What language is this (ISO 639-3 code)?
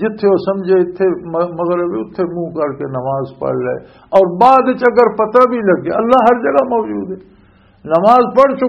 lah